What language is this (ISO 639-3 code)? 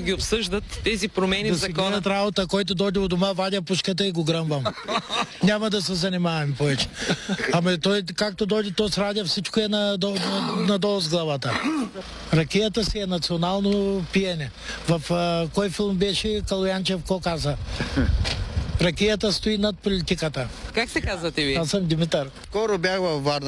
bul